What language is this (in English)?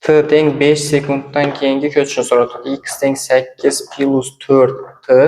Uzbek